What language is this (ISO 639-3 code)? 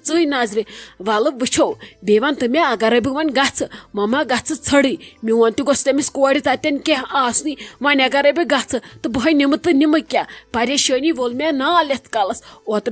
kas